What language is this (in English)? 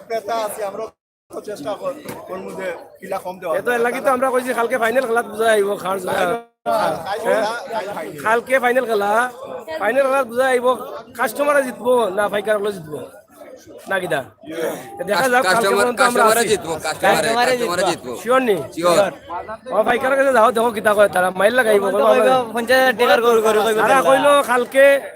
Sylheti